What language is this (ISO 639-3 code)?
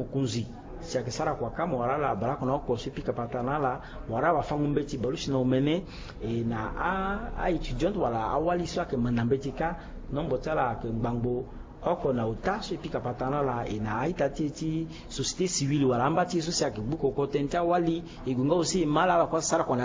sag